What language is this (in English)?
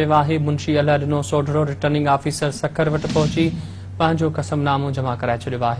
Sindhi